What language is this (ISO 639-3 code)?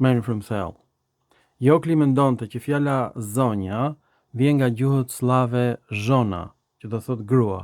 sqi